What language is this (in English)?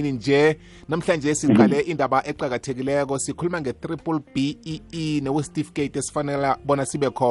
South Ndebele